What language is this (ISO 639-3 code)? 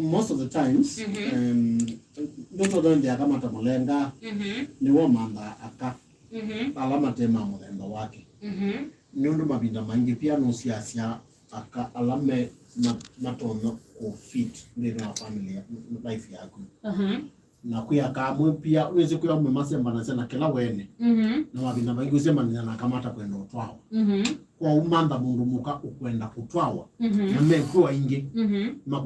kam